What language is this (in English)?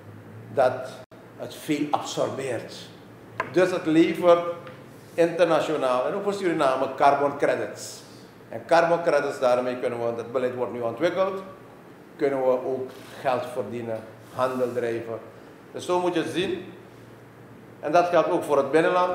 Dutch